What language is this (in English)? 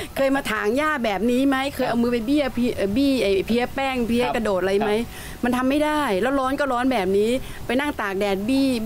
Thai